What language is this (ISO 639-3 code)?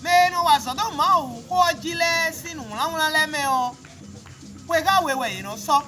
fon